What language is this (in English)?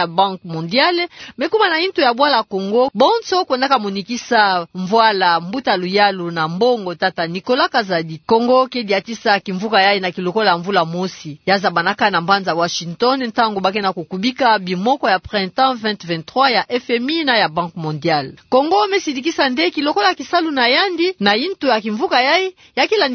Kituba (Democratic Republic of Congo)